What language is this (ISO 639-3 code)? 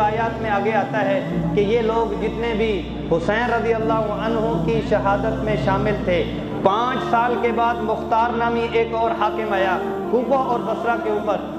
urd